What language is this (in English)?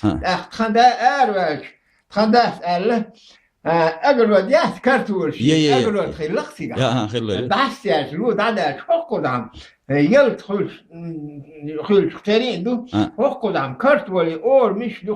Chechen